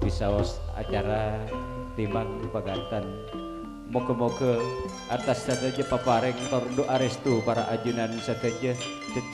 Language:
Madurese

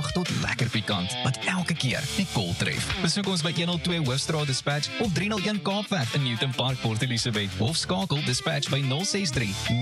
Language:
Afrikaans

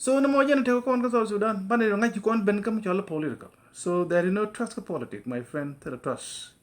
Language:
Nuer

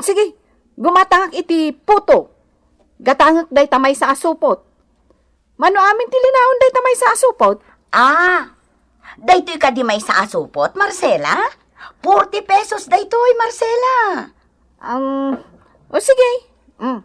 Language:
Iloko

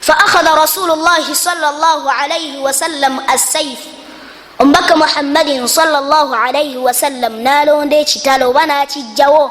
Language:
Ganda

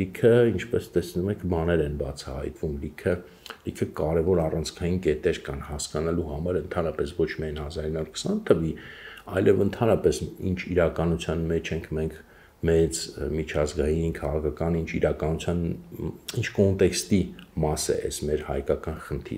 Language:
Armenian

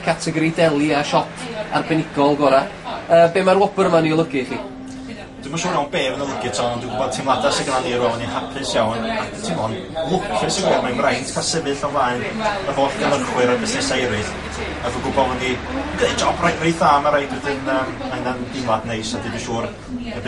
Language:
Welsh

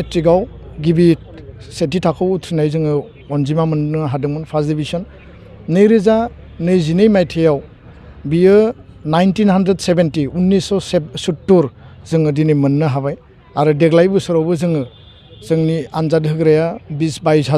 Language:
Bodo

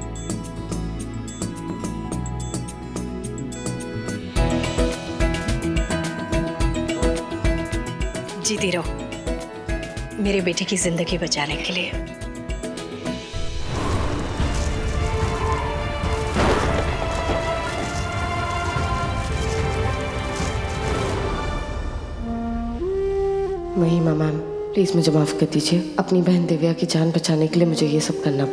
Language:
Hindi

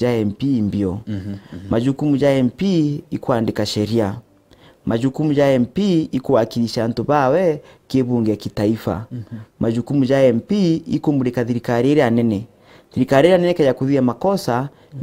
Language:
Meru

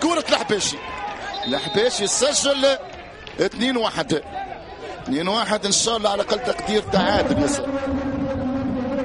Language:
Arabic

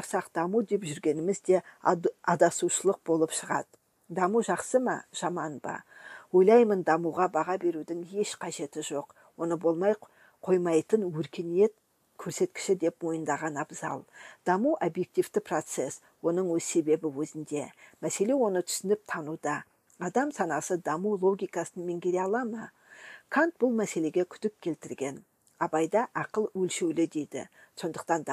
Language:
Kazakh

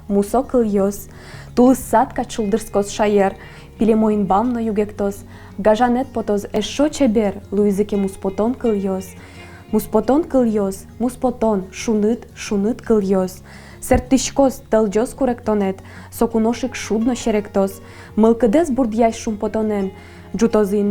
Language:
Udmurt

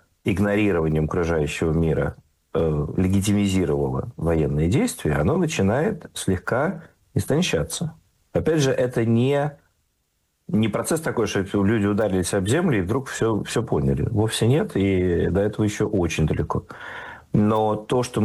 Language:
Russian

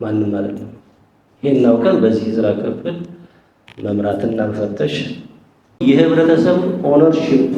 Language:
Amharic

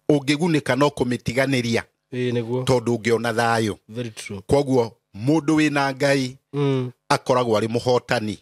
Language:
Kikuyu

